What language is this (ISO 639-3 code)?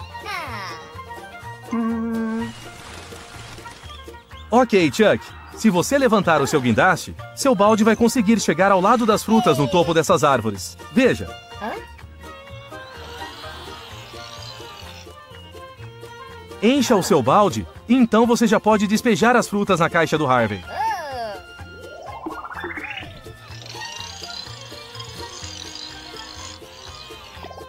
por